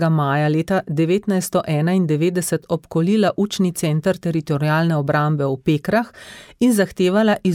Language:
Slovenian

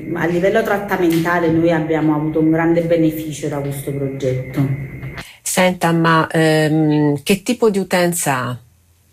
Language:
Italian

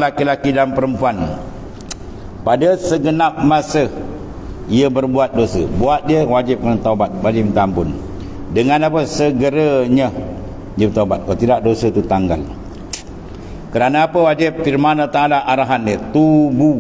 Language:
Malay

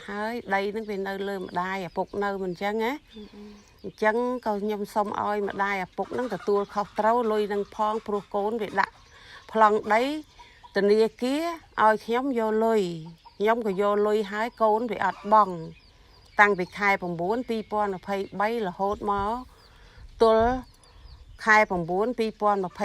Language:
Khmer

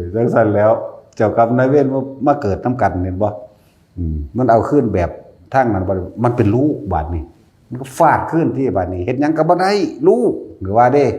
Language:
Northeastern Thai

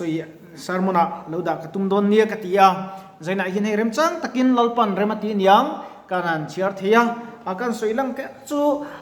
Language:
Mizo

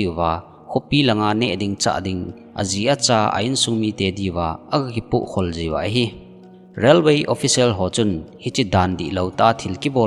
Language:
Thado Chin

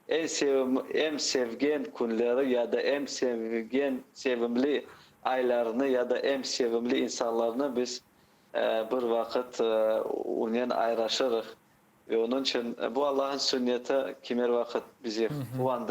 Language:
Crimean Tatar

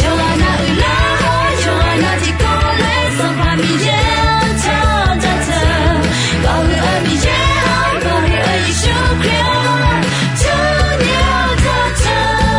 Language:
Akha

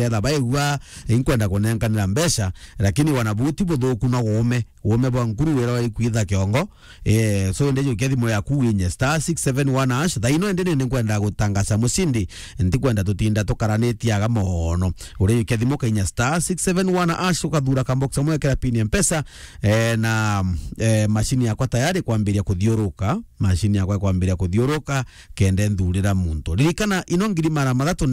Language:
Meru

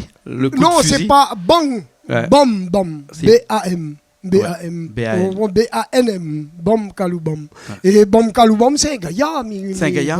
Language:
Réunion Creole French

